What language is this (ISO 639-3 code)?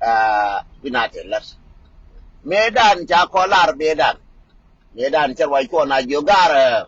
nus